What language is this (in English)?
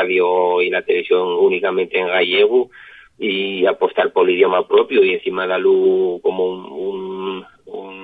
Asturian